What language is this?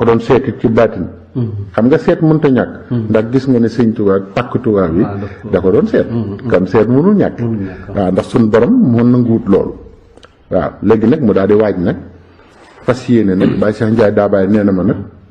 Wolof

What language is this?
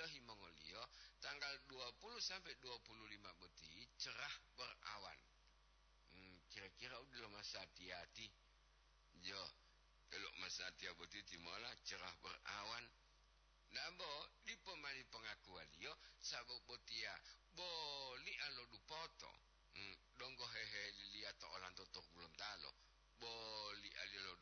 Gorontalo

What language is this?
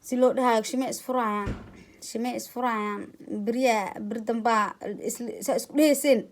Somali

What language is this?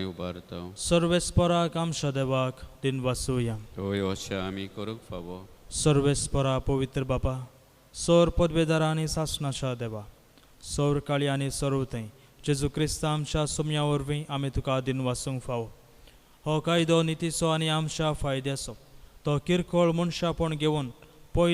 Konkani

